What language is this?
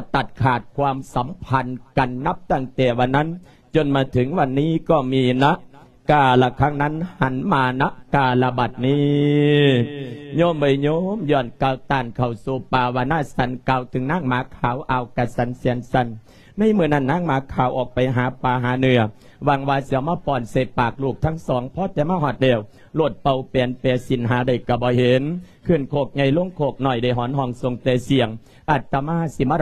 Lao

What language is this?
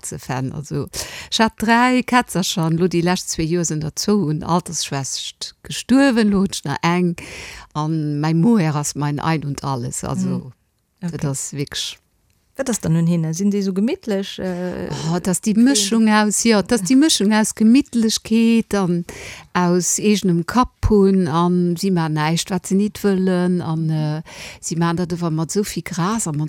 Luxembourgish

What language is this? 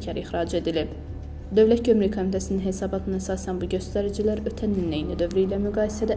Azerbaijani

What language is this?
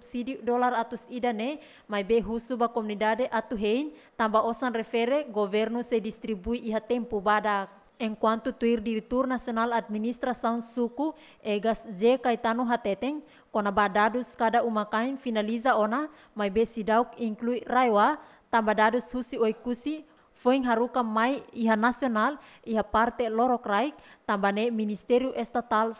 Tetum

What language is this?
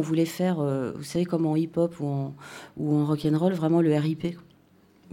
French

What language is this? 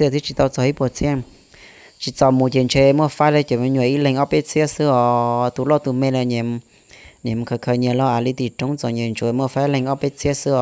Hmong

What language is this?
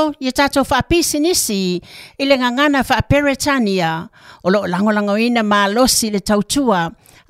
Samoan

